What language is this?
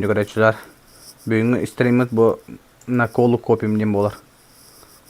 Yakut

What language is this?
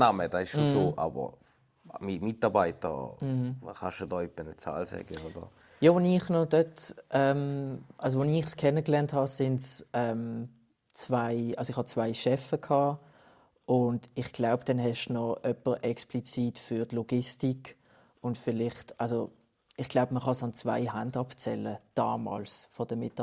Swiss German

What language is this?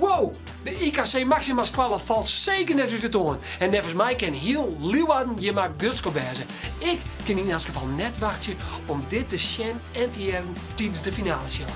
Western Frisian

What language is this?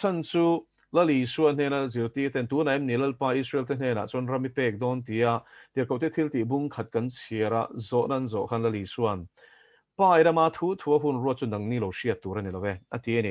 Mizo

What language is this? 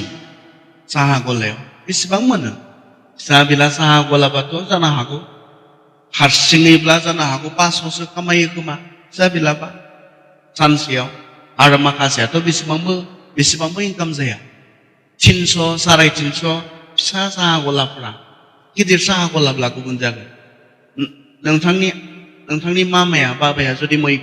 Bodo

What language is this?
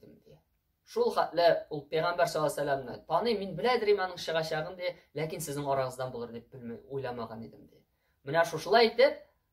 Tatar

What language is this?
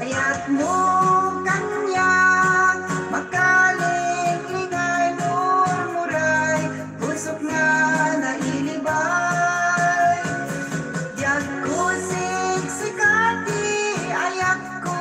Iloko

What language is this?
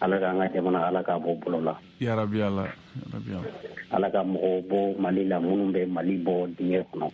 Bambara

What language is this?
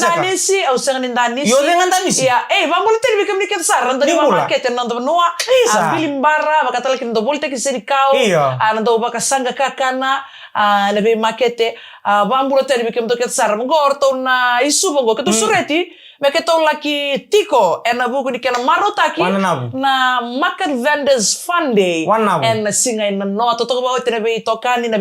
Fijian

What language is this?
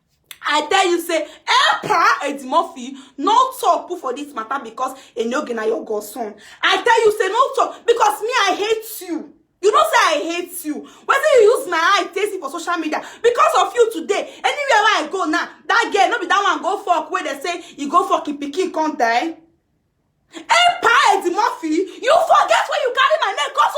Nigerian Pidgin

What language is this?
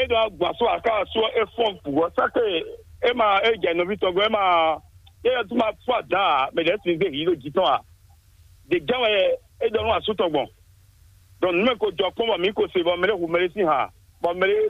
Fon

